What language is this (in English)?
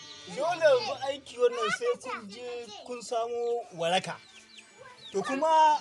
Hausa